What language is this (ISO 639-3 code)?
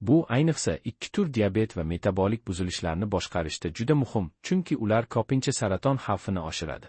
uzb